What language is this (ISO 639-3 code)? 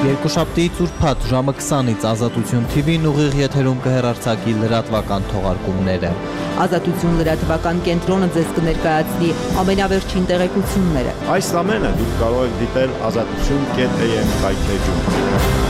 hye